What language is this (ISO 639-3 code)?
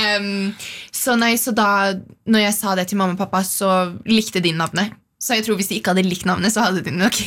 nor